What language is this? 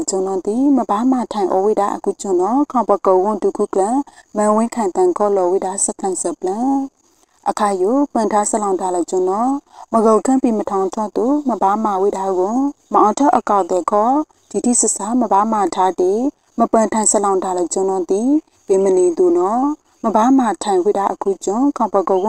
Burmese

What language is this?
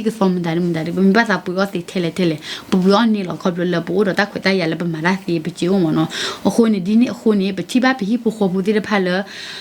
S'gaw Karen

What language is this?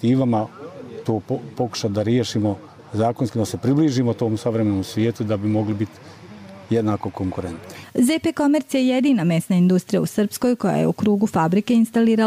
Croatian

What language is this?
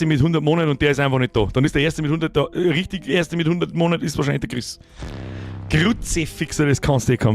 Bavarian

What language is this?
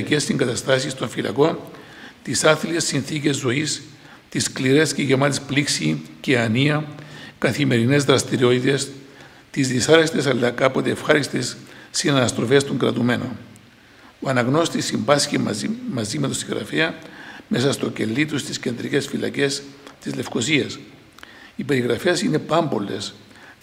Greek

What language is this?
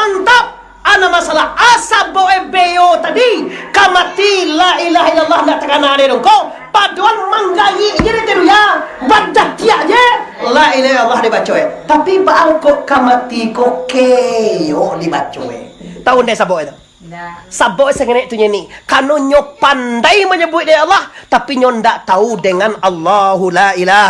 Minangkabau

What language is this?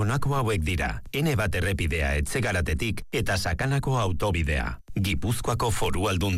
Basque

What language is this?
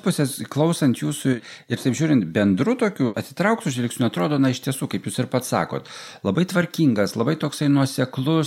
Lithuanian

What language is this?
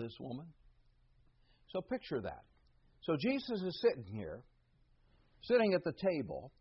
English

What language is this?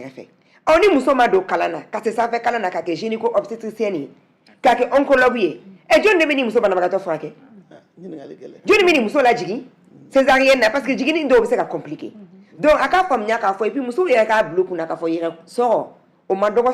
Bambara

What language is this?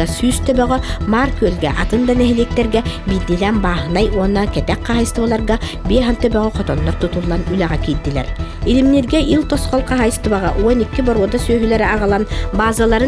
Yakut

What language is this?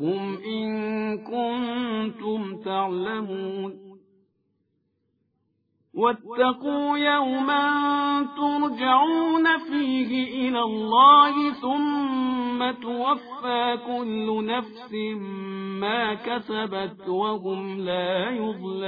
Arabic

